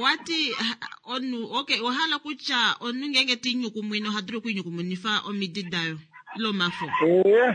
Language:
Kuanyama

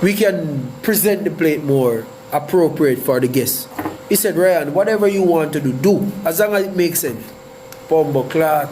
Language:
Jamaican Creole English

